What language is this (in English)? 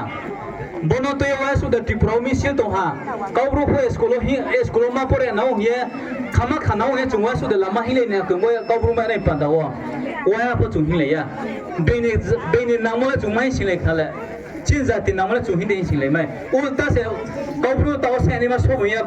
Riang (India)